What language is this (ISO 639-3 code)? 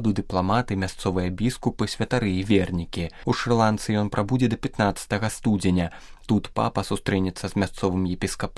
bel